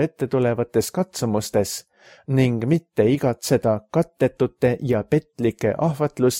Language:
Estonian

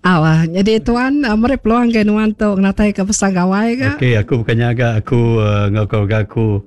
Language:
Iban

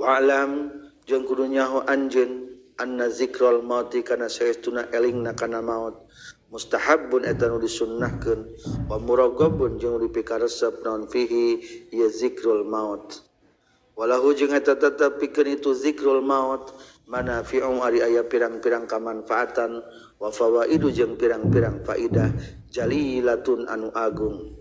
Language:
Sundanese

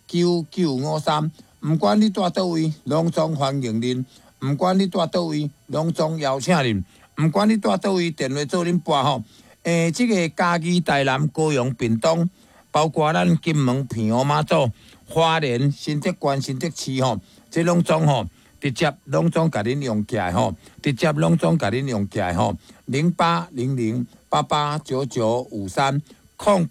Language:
Min Nan Chinese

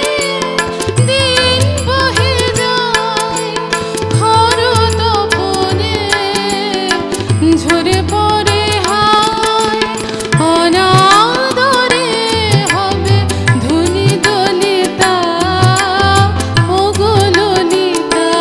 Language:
Bangla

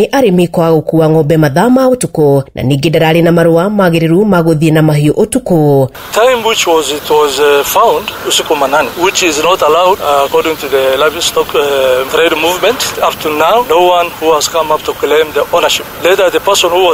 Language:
Kikuyu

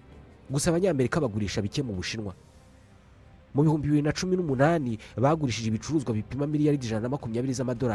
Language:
Kinyarwanda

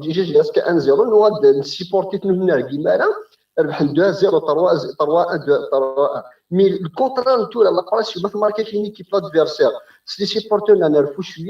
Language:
Kabyle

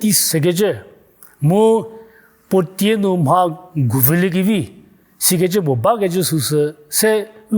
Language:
Angami Naga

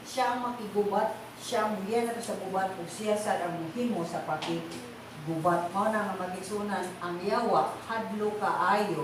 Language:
Cebuano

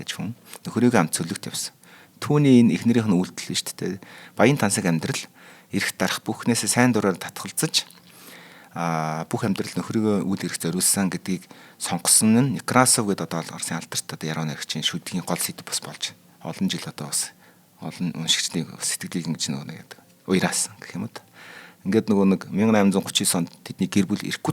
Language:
Mongolian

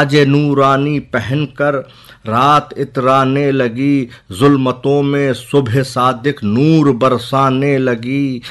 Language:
Urdu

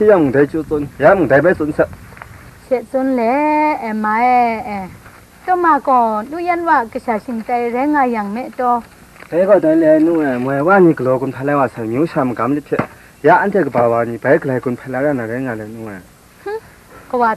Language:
Kachin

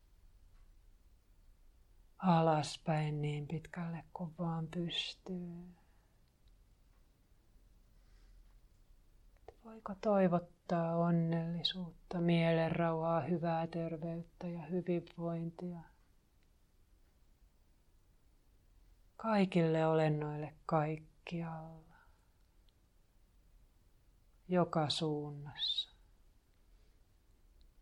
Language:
Finnish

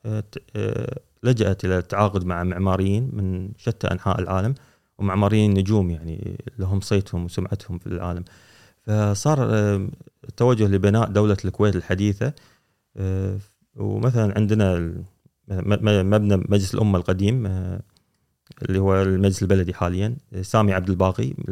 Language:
Gulf Arabic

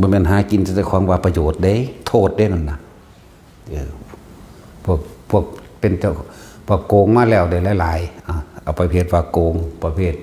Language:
Northeastern Thai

